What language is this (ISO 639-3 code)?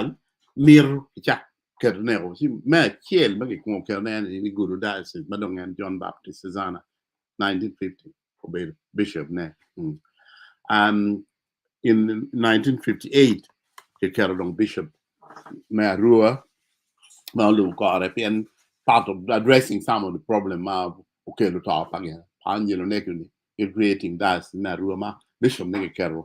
ach